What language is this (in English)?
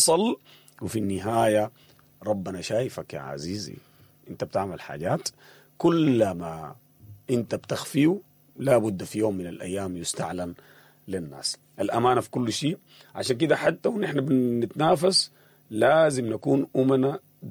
Sudanese Arabic